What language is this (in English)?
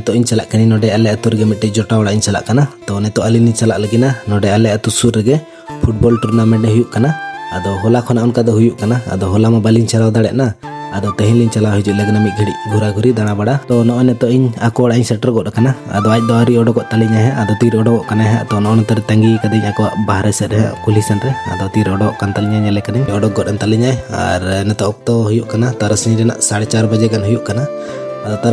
Santali